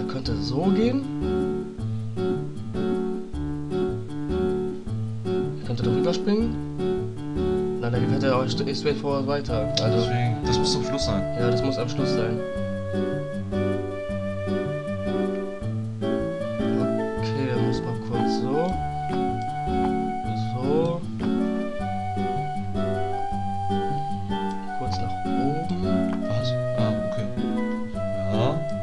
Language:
German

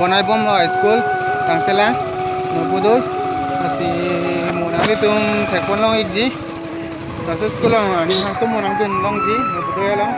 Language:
Karbi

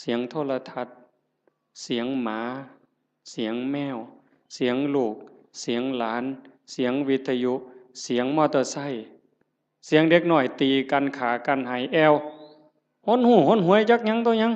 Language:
Northeastern Thai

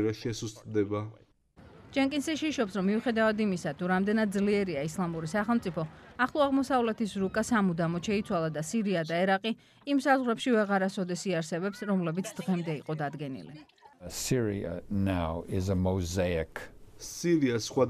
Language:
Georgian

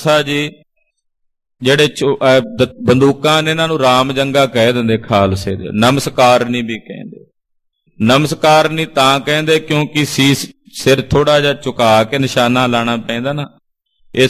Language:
Punjabi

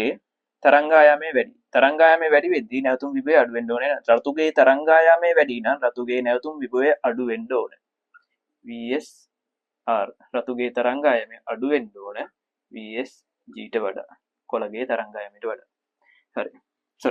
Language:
Sinhala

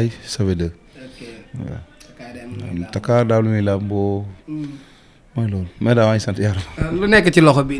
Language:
Wolof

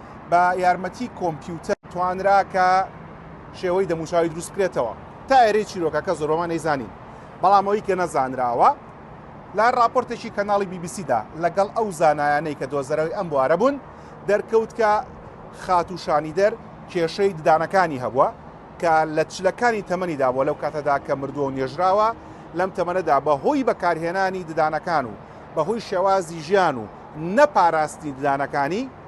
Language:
Central Kurdish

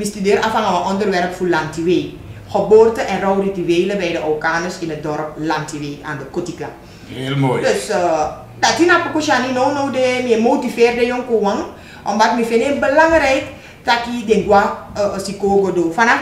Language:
Dutch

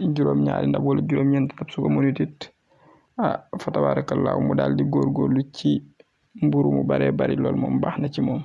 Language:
Wolof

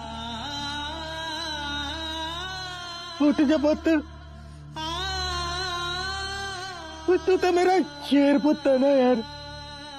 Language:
Punjabi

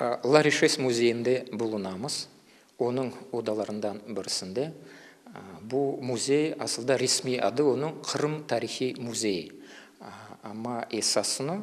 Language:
Crimean Tatar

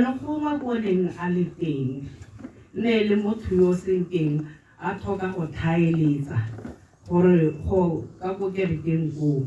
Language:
Tswana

